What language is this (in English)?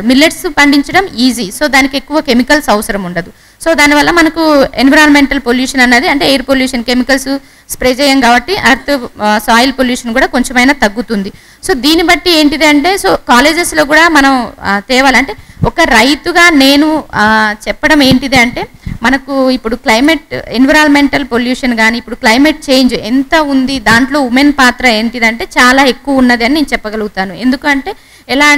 Telugu